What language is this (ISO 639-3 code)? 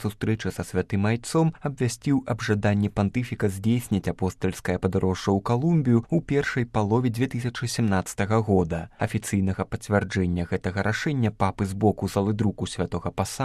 bel